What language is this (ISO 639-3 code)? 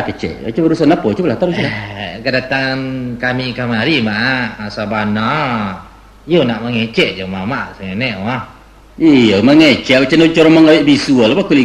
min